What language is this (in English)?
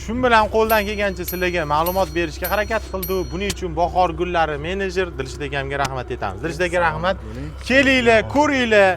Uzbek